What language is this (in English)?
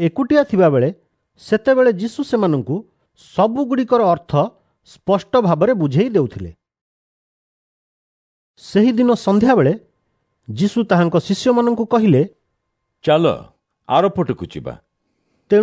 Odia